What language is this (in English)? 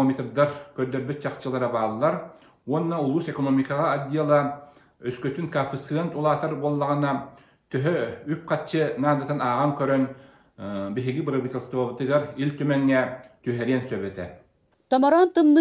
Yakut